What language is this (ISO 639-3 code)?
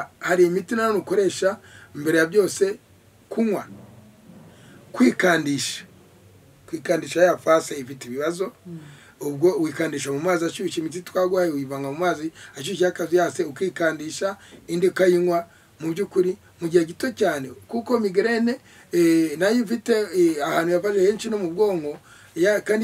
kin